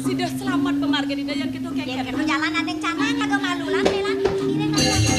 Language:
Balinese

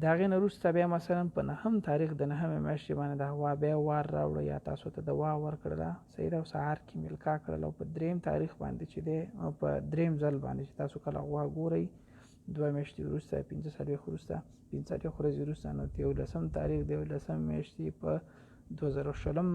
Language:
Pashto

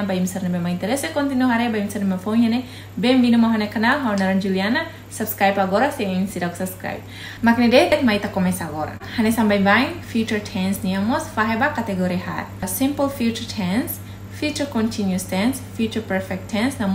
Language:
Tetum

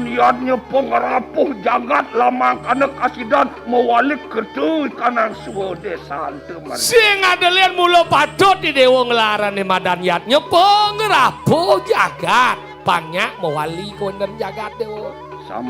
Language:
Balinese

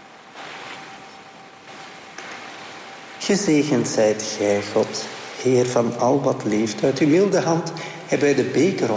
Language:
Dutch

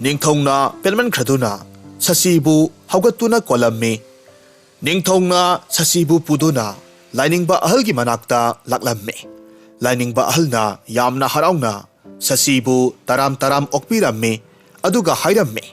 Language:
Manipuri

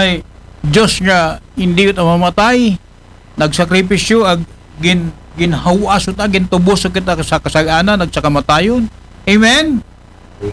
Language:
Aklanon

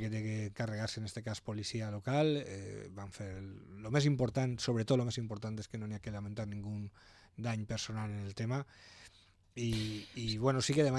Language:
Catalan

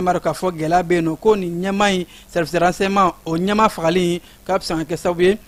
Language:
Bambara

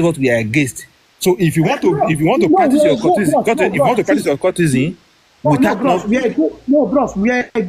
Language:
Nigerian Pidgin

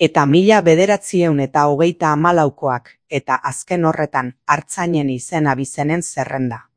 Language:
Basque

